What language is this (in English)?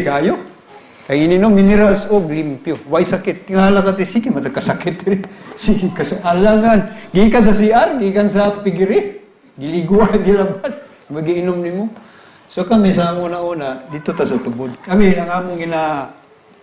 Cebuano